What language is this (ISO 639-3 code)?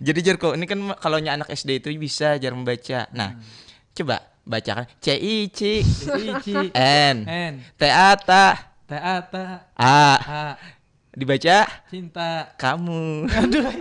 bjn